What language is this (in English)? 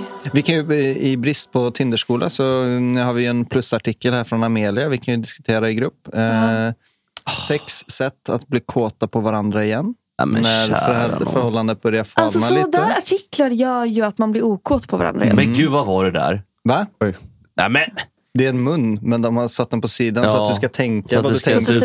Swedish